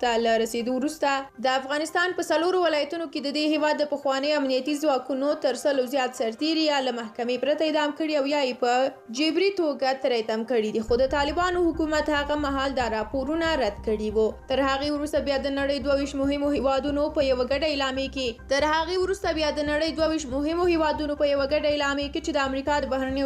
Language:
Pashto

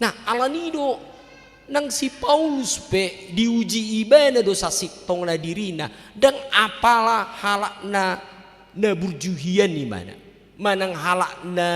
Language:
Batak Toba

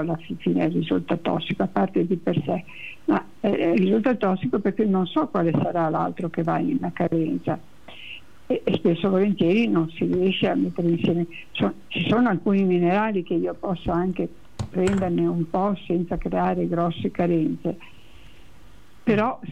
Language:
Italian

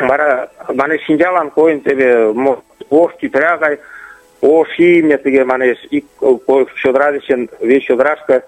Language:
Mari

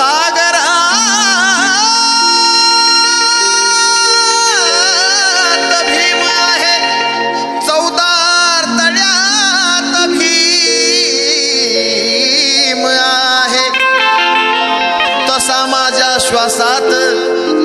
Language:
Marathi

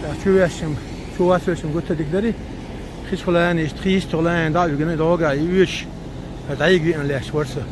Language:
Chechen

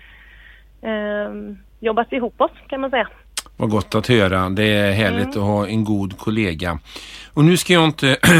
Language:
Swedish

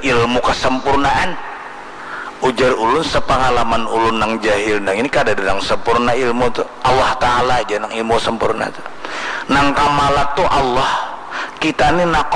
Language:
Banjar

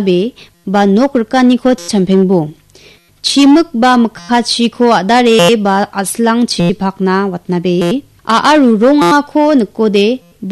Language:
Garo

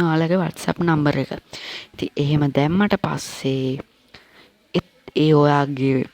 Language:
Sinhala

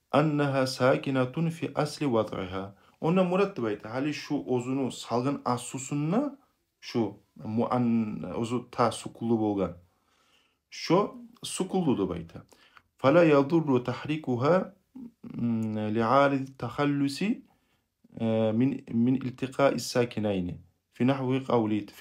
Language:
Kumyk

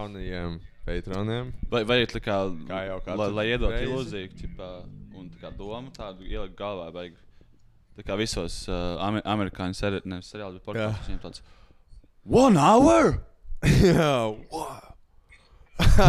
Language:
Latvian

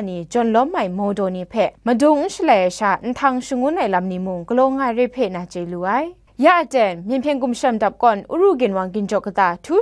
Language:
Kachin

